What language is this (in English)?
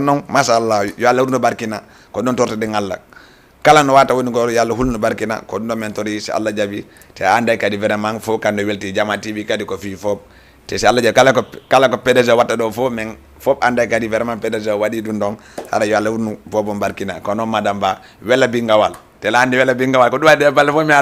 Fula